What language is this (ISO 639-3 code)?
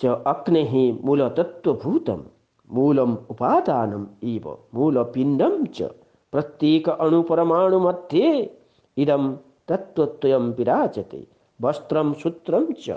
san